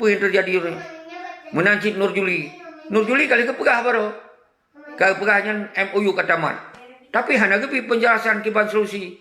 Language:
Achinese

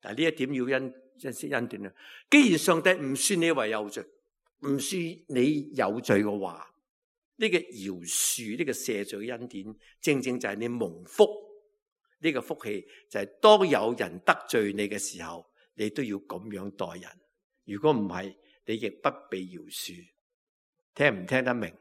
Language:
Cantonese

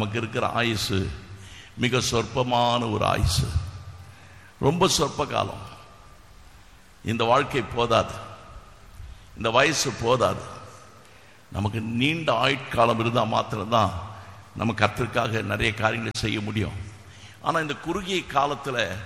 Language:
Tamil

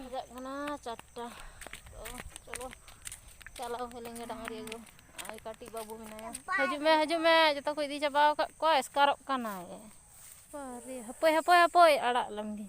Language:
Santali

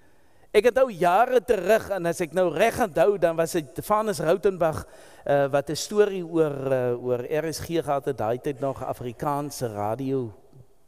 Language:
Afrikaans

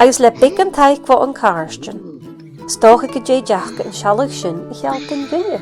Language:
Scottish Gaelic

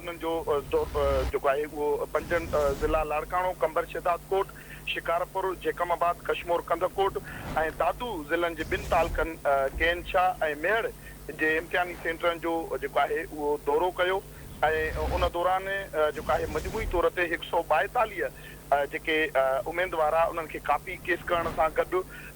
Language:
Sindhi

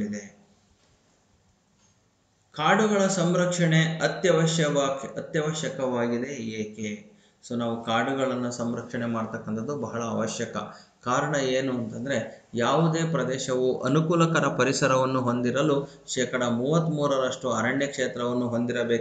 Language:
Kannada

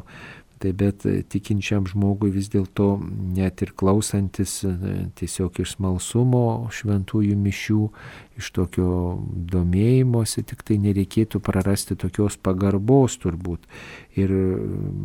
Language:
Lithuanian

